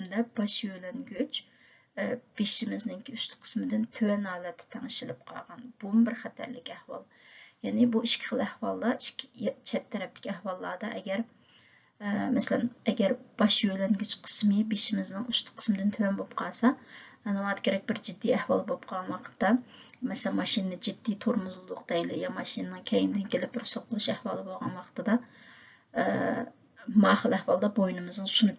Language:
Uyghur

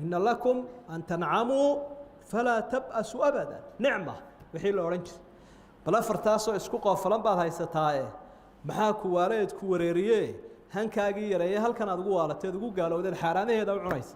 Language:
Somali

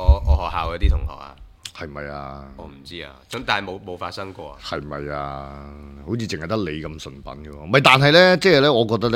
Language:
Cantonese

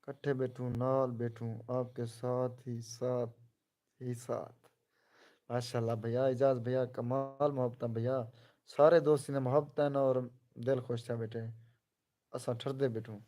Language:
Saraiki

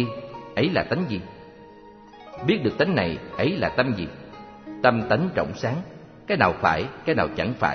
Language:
Vietnamese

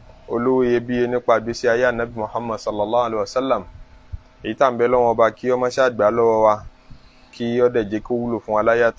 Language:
Yoruba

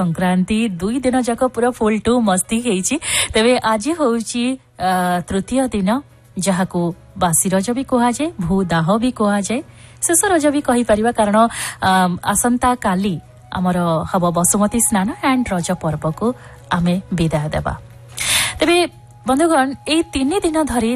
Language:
Odia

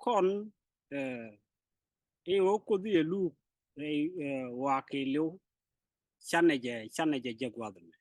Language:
Nuer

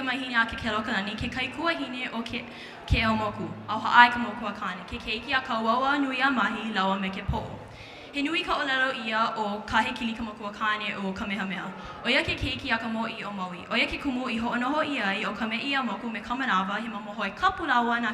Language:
Hawaiian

